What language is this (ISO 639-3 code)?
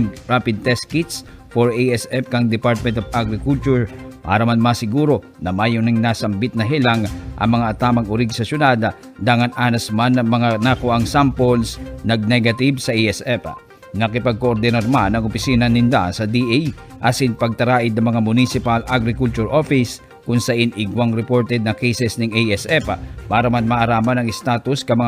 bik